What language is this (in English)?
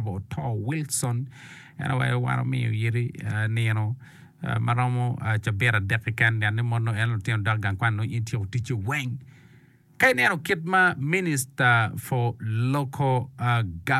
Acoli